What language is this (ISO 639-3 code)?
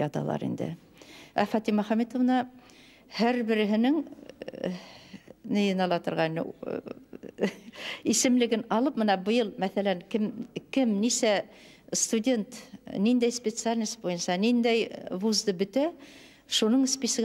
bak